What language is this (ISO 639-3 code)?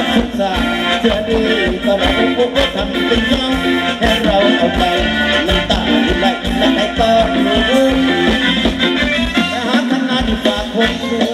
tha